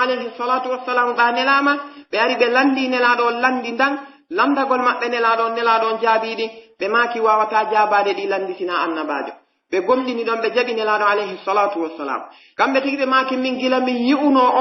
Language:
Pular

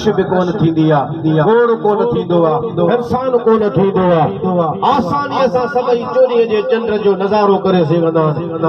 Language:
Sindhi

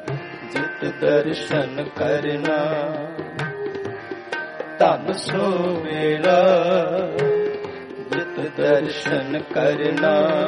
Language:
Punjabi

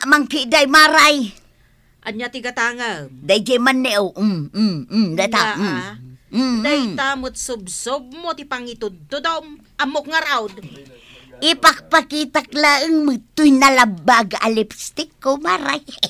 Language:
Iloko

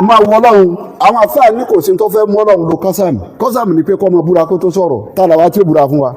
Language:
Yoruba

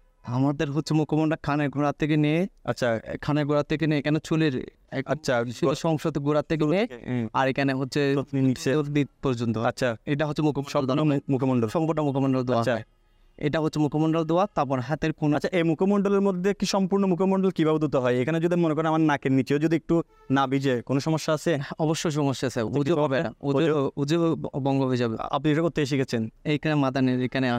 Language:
Bangla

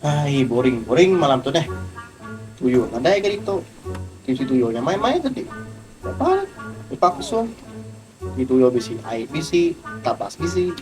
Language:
Iban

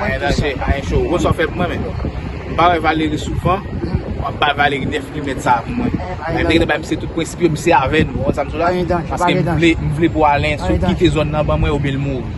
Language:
Haitian Creole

